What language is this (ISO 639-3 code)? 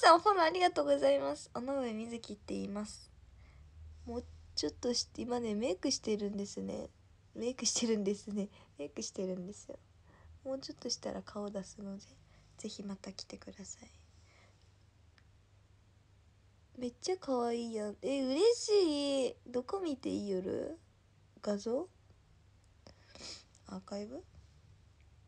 jpn